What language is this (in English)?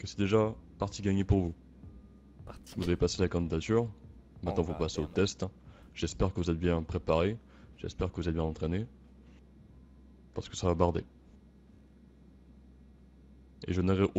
French